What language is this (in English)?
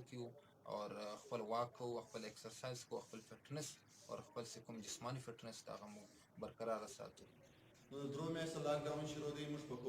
Pashto